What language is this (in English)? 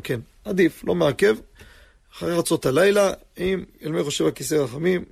Hebrew